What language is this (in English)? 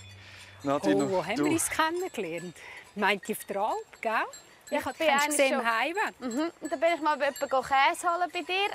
Swiss German